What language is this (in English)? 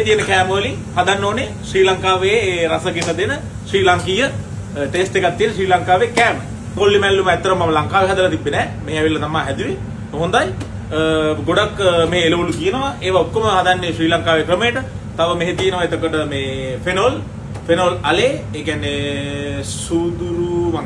Sinhala